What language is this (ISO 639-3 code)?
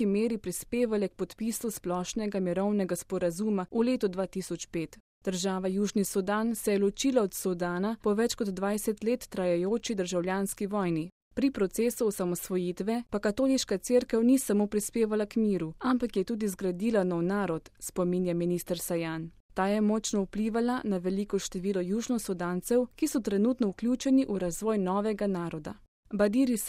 slv